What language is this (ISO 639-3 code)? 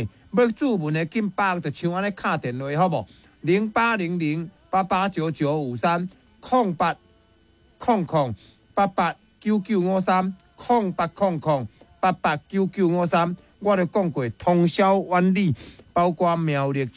nan